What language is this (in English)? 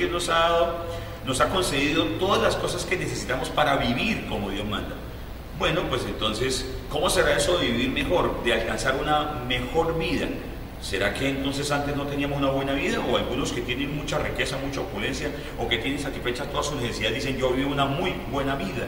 Spanish